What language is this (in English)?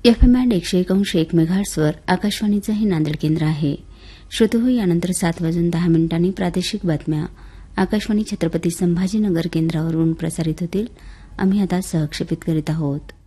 Marathi